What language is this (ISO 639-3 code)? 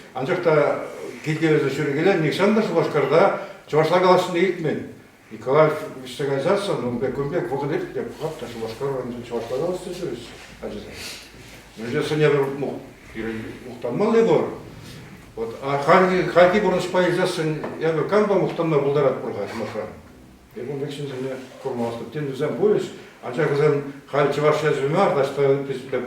chv